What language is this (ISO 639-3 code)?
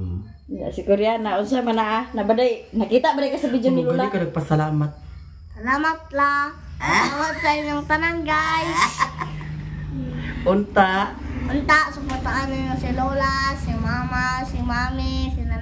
ceb